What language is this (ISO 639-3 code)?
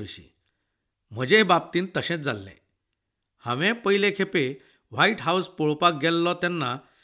kok